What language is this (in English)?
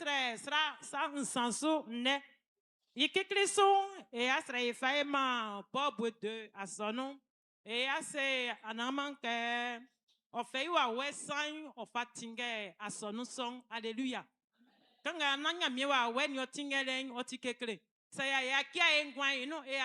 Baoulé